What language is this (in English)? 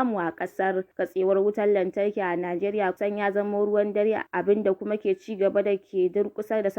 Hausa